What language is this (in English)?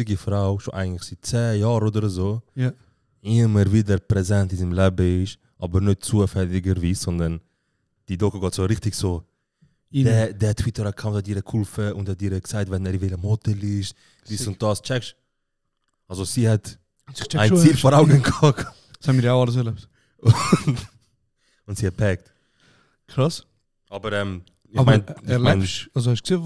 Swiss German